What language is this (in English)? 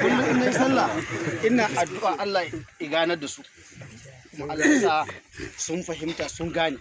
Hausa